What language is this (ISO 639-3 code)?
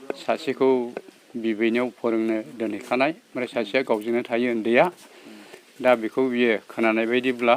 brx